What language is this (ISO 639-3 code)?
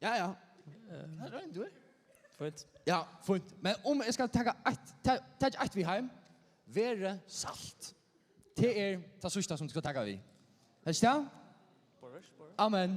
fao